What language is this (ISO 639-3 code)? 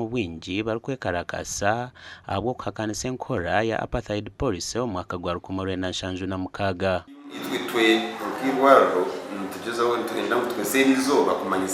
nyn